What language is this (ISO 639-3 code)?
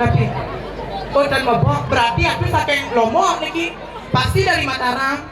ban